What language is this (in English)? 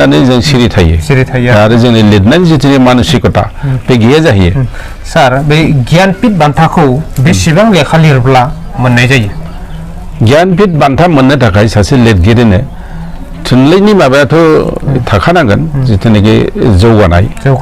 Bodo